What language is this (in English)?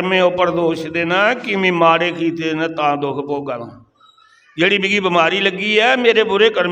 Dogri